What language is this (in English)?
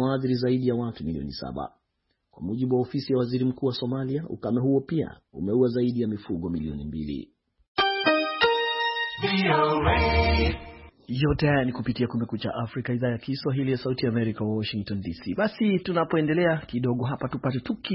Swahili